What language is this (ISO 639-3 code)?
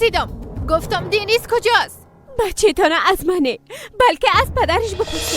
fas